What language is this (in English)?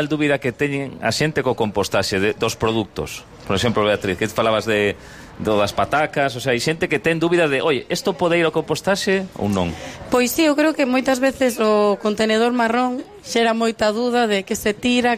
Galician